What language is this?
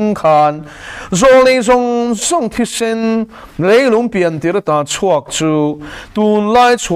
Mizo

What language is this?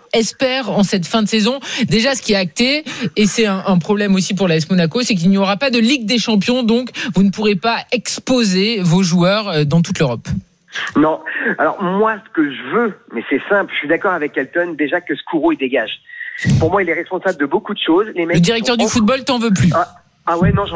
French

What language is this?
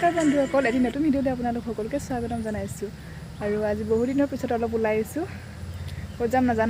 Assamese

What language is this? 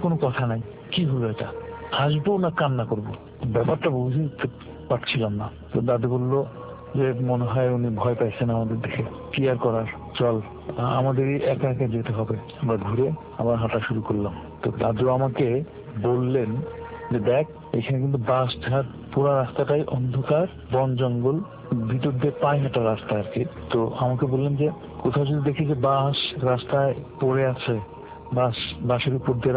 Bangla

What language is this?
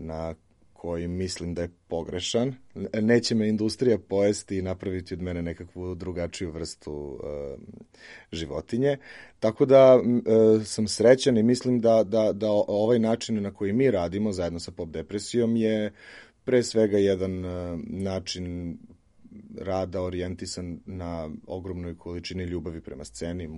Serbian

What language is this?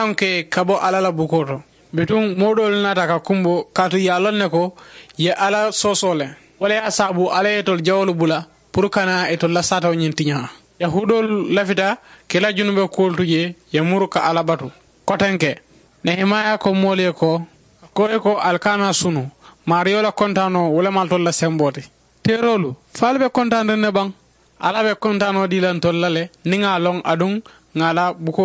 Mandingo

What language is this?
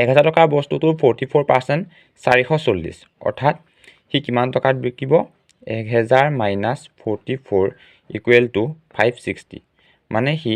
Assamese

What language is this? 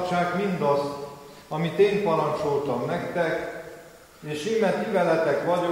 Hungarian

